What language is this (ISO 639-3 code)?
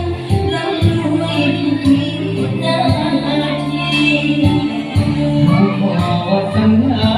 lao